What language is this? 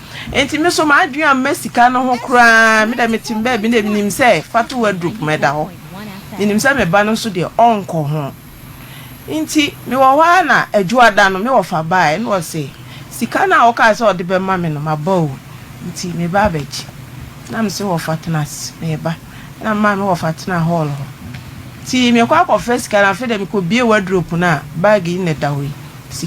Akan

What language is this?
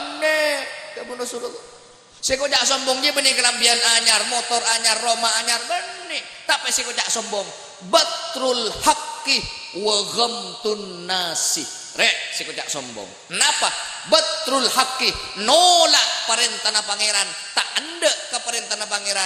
Madurese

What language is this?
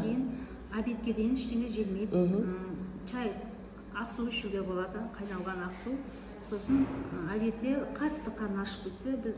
Kazakh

